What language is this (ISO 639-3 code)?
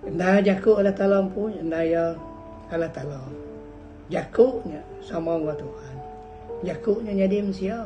iba